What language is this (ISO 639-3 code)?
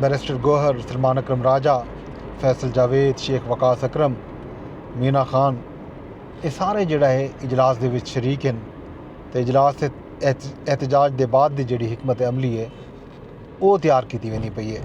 skr